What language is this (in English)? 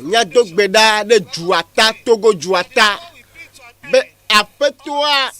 Ewe